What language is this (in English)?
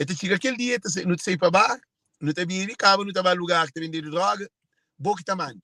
Kabuverdianu